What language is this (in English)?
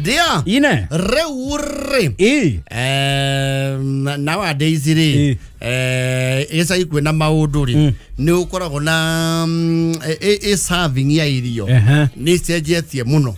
Kikuyu